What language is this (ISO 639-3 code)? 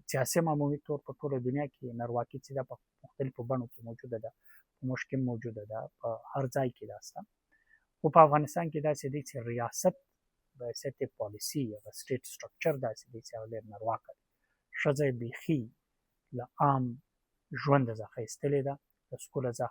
pus